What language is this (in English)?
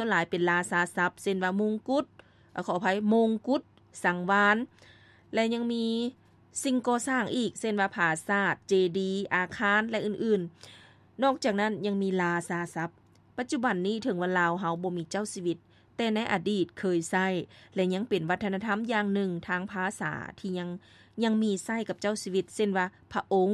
Lao